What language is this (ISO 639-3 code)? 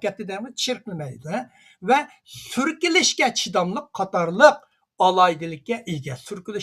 uig